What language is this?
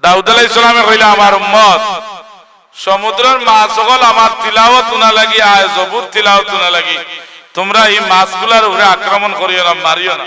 Sylheti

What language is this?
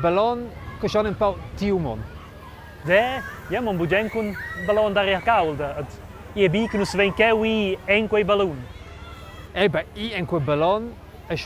Romansh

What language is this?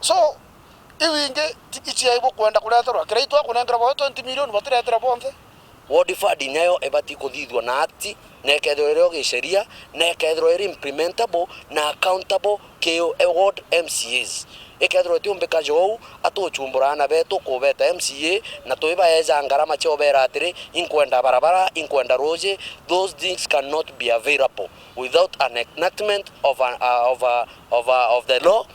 Meru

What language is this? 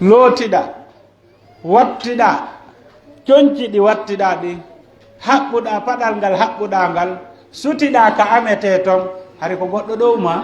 Pular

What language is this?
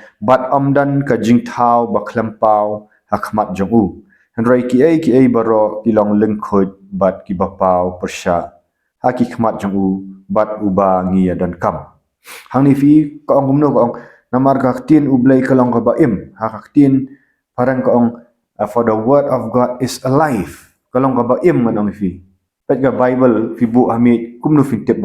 Khasi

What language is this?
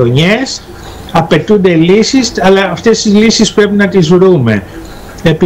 Greek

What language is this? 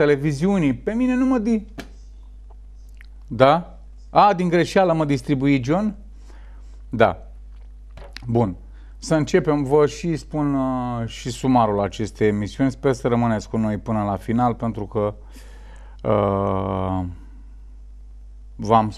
Romanian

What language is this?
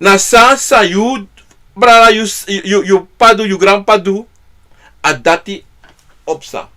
Sranan Tongo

